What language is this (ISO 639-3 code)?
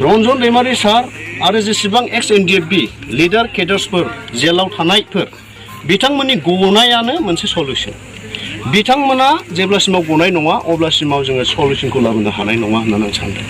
brx